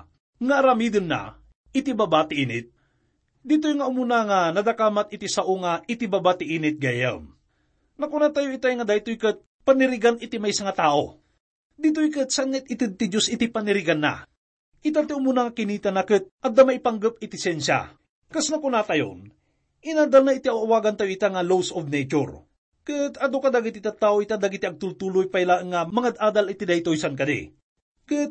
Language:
Iloko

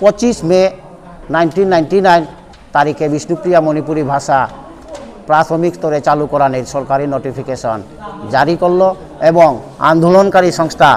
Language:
Bishnupriya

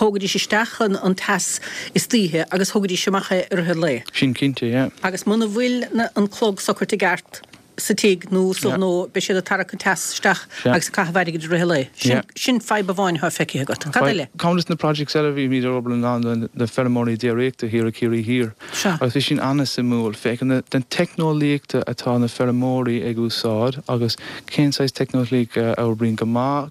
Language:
Irish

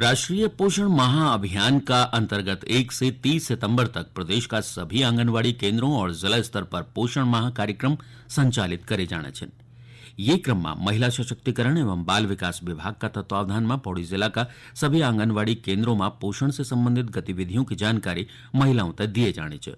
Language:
Garhwali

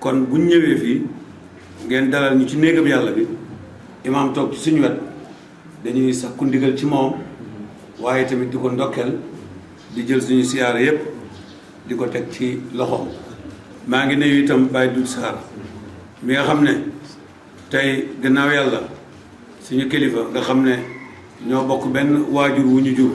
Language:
Wolof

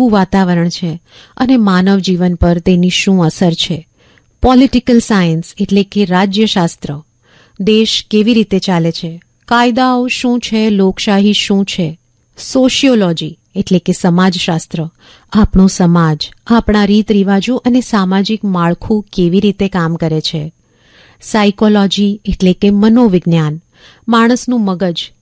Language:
Gujarati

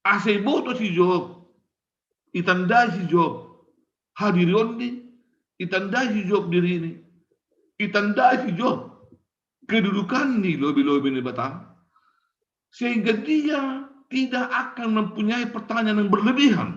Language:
Batak Simalungun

